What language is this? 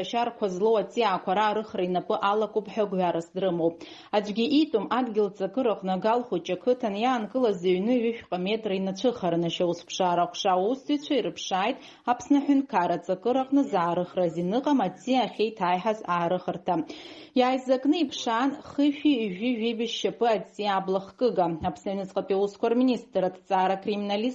Abkhazian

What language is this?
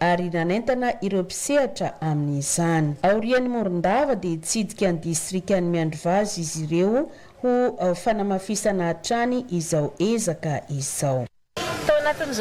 Malagasy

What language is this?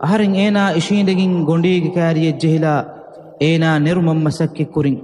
Divehi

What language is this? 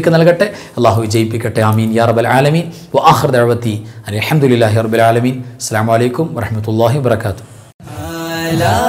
Malayalam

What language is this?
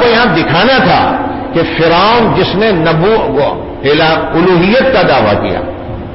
Urdu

